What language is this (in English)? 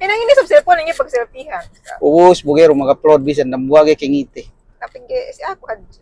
Yakan